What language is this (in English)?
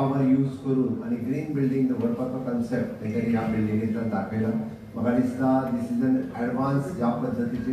Konkani